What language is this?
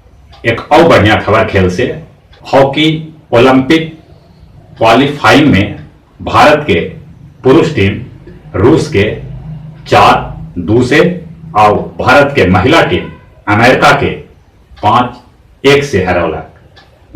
Magahi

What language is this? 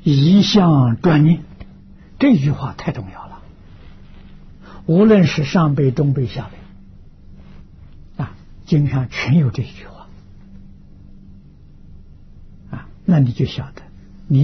Chinese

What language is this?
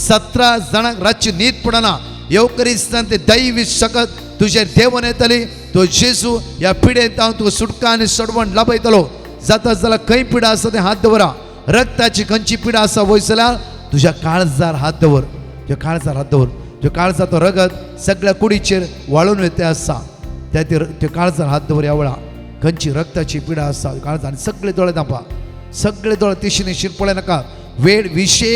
Konkani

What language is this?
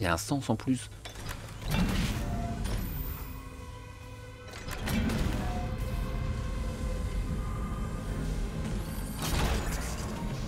French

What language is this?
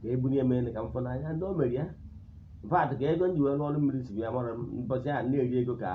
Igbo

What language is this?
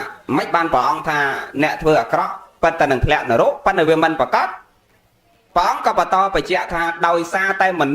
Khmer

